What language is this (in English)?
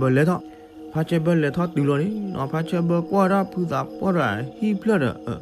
S'gaw Karen